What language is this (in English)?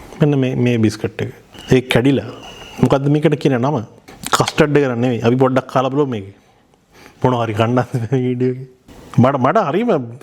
Sinhala